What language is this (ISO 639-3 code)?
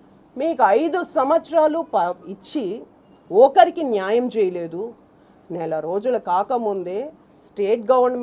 tel